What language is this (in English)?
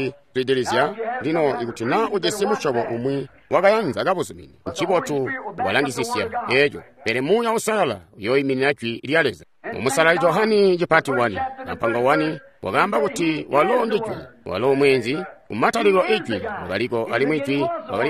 Tonga (Zambia)